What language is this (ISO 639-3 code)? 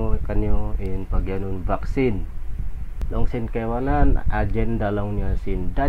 tsg